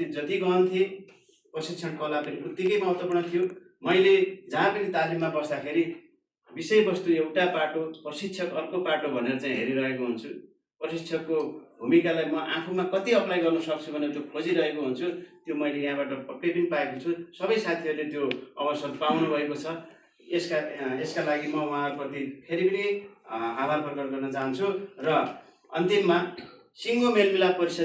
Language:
Nepali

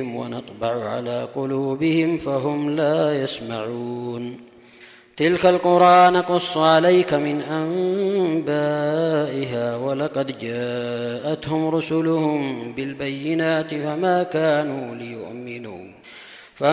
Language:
Arabic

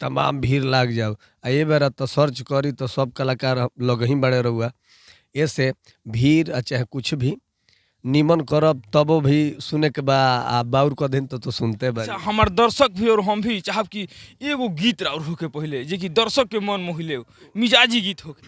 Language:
Bhojpuri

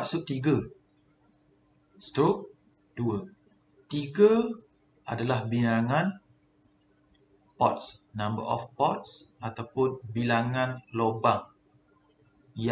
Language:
Malay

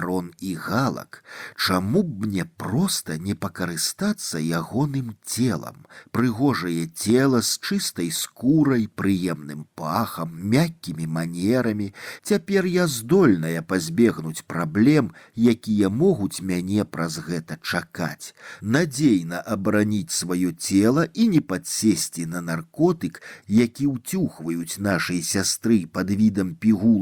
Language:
Belarusian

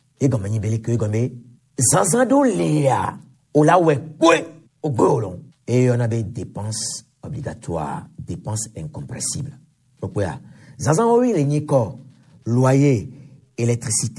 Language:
Gen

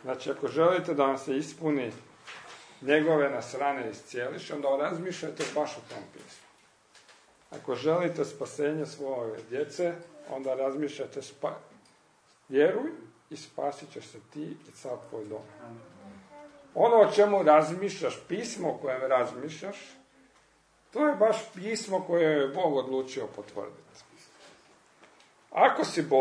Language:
Croatian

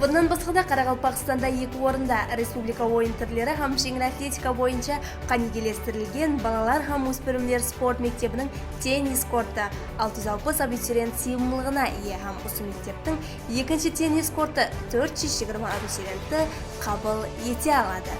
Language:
Kara-Kalpak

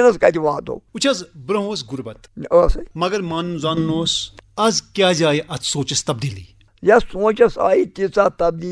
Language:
Kashmiri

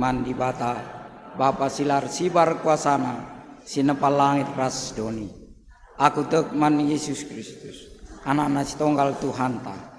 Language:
Batak Karo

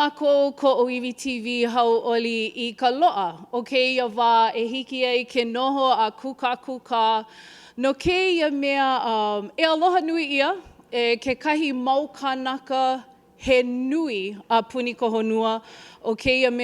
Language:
Hawaiian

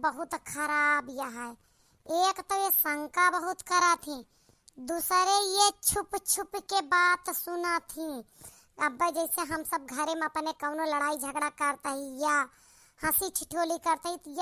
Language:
Awadhi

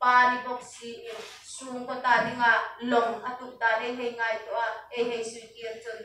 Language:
Hmar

